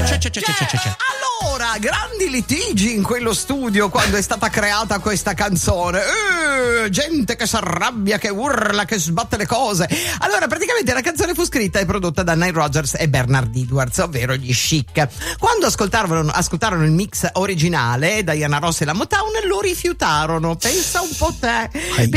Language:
Italian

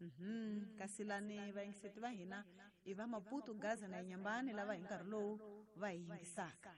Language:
Tsonga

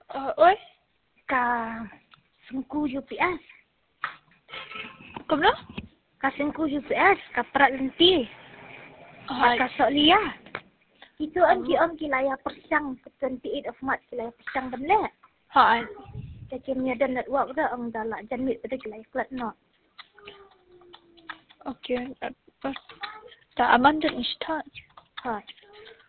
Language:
Khasi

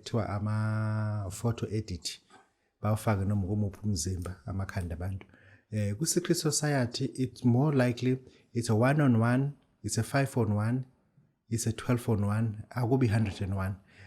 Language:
Zulu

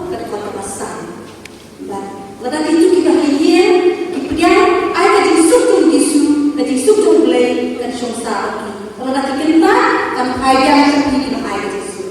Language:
Khasi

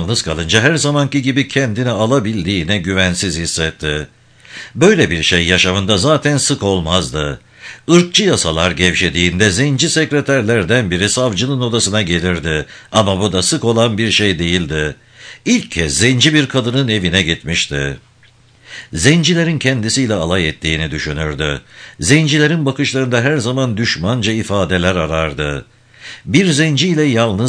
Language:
Turkish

